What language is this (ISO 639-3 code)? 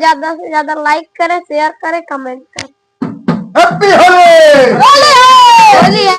awa